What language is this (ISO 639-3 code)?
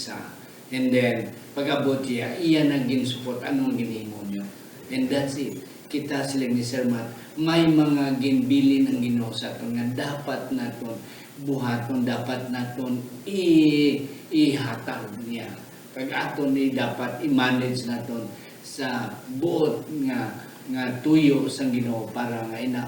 hil